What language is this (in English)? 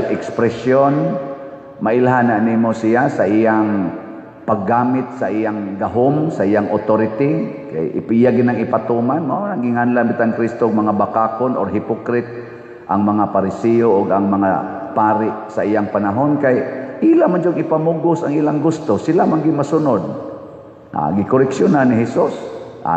Cebuano